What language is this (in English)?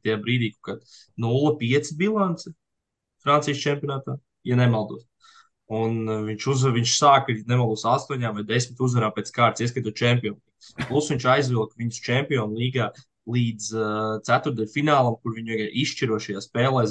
Latvian